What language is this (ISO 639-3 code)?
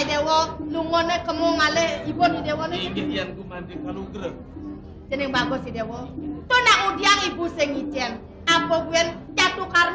ban